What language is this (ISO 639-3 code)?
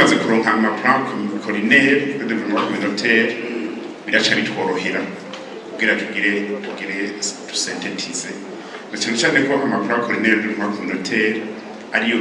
run